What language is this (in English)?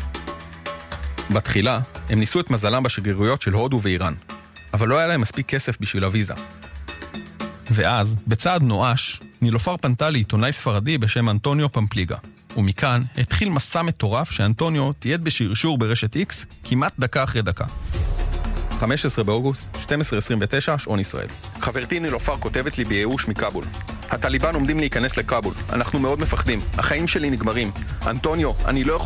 Hebrew